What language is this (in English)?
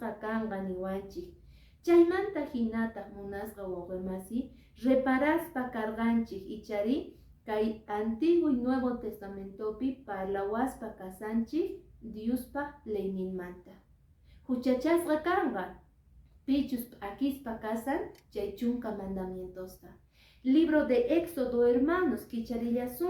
Quechua